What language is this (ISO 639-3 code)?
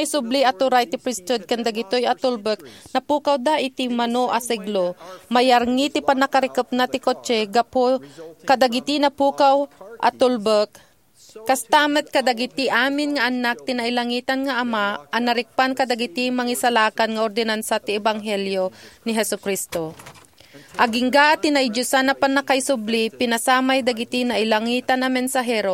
ilo